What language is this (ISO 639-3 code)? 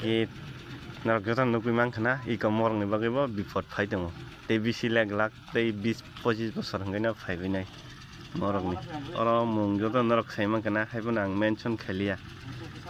trp